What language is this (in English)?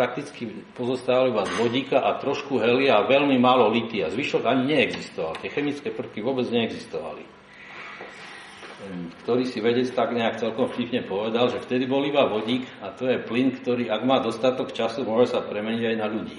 Slovak